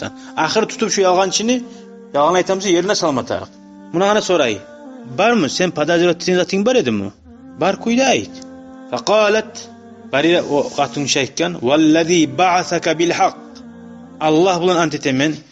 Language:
Kumyk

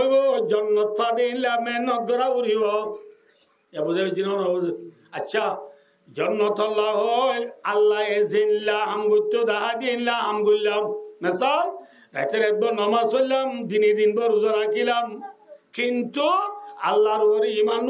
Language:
Rohingya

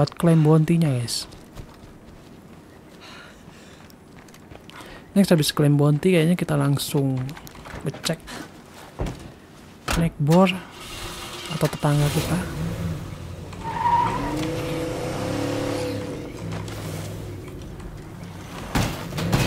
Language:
Indonesian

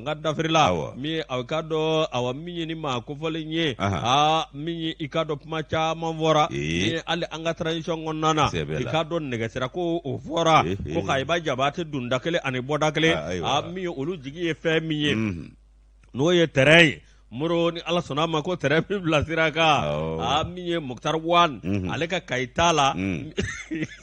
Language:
Bambara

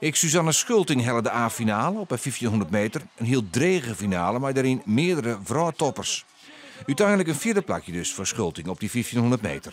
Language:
Western Frisian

